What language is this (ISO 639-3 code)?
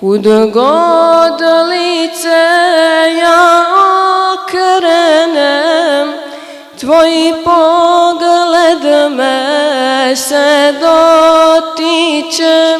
bos